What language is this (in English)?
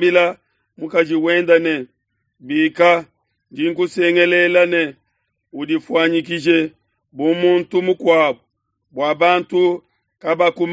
Luba-Lulua